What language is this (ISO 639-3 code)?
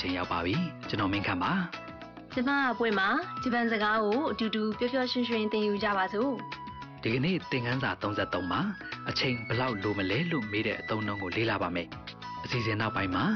mya